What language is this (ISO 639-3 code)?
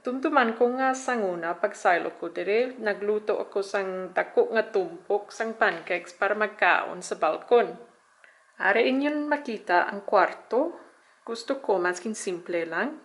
hil